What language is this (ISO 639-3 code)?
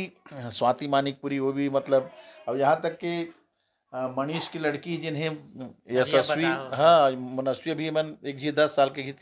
hne